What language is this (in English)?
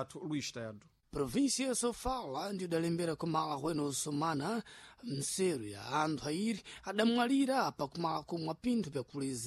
Sena